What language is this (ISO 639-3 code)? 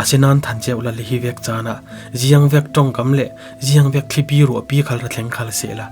cfm